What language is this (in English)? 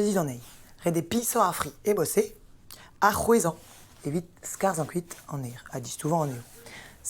Breton